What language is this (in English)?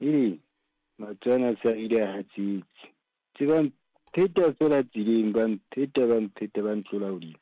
Southern Sotho